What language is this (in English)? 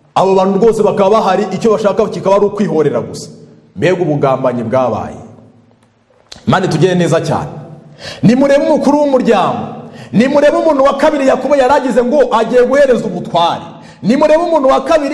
Kinyarwanda